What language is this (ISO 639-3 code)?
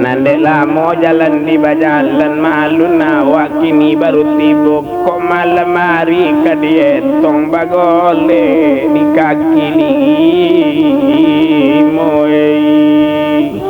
min